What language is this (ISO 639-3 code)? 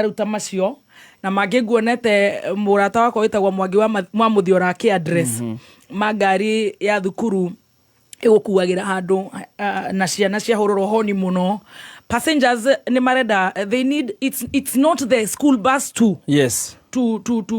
kik